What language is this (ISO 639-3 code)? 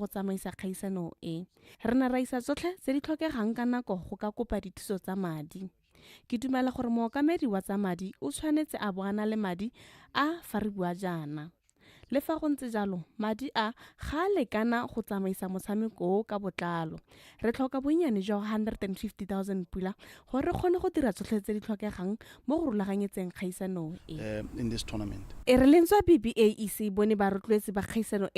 tsn